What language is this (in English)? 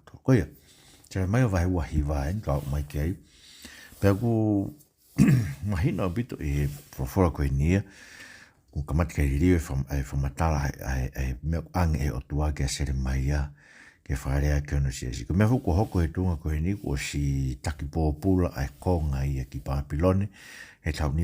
Tongan